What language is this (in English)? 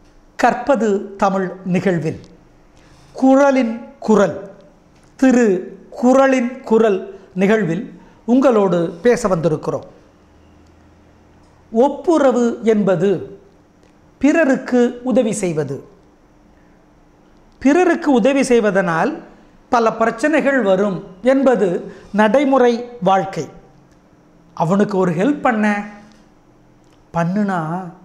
Tamil